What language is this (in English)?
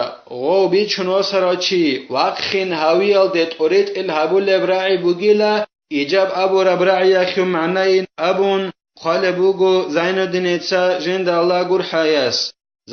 Avaric